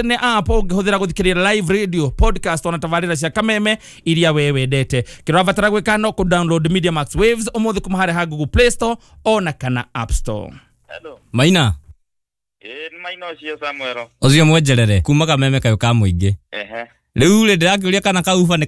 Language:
Kikuyu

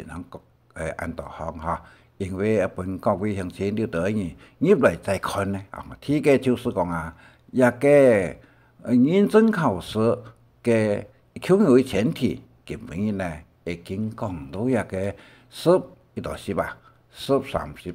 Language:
Hakka Chinese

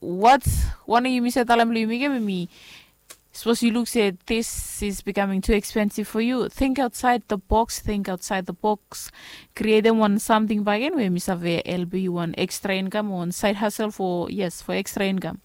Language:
Bislama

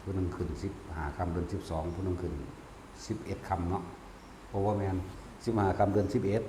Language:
Northeastern Thai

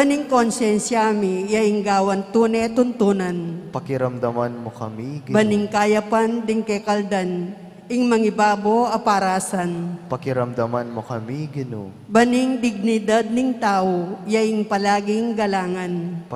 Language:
Pampanga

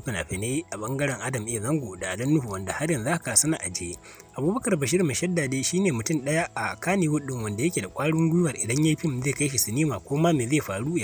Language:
Hausa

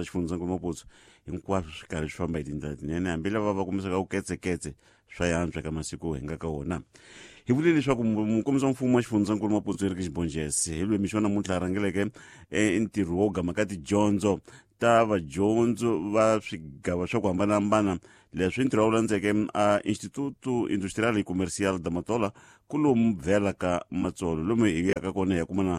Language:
Tsonga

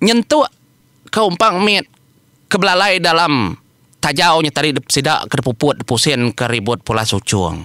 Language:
Iban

